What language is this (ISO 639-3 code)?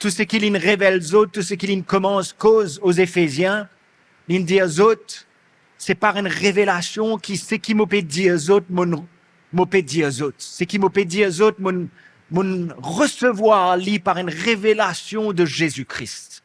mfe